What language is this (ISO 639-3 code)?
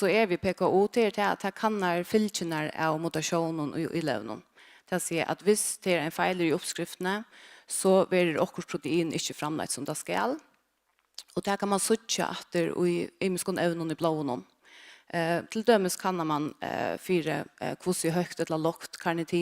fao